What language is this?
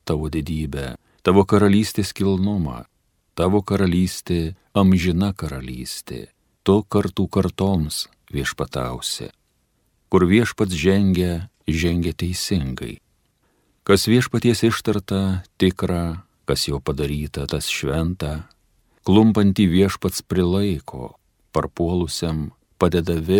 Lithuanian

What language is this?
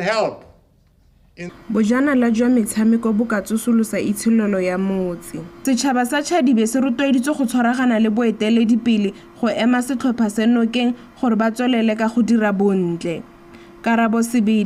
Tswana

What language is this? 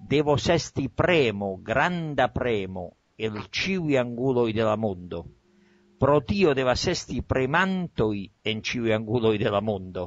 Esperanto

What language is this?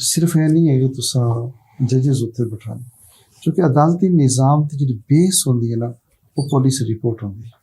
Western Panjabi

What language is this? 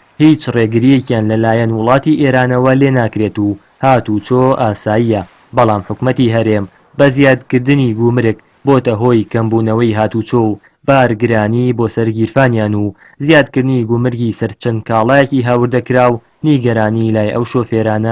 Central Kurdish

